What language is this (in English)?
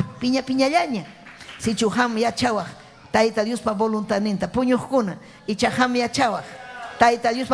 Ayacucho Quechua